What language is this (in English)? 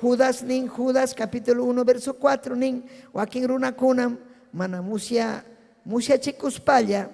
Ayacucho Quechua